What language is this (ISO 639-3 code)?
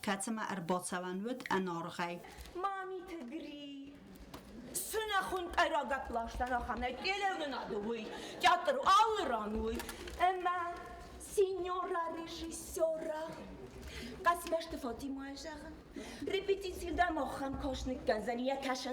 oss